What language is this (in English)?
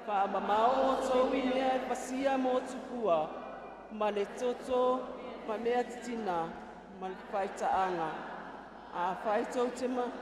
Samoan